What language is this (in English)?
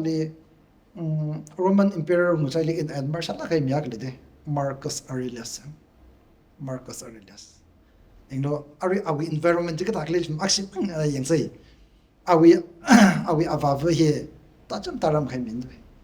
Tangkhul Naga (India)